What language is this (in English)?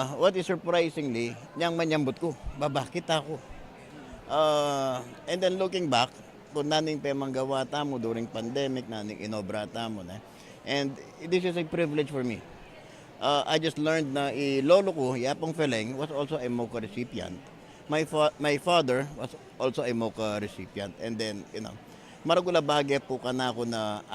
Pampanga